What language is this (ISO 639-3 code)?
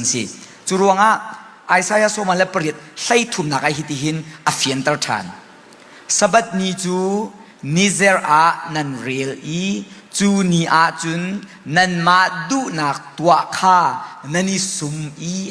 cnh